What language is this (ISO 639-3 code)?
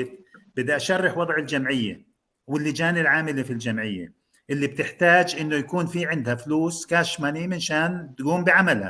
apc